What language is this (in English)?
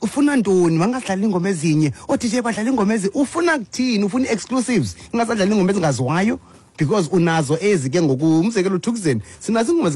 Xhosa